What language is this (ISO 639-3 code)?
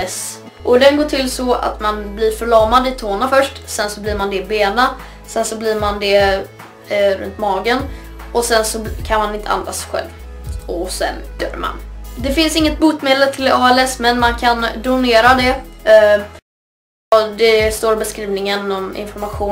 swe